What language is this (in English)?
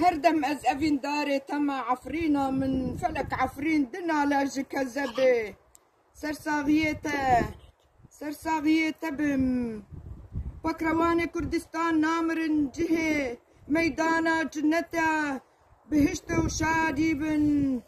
Kurdish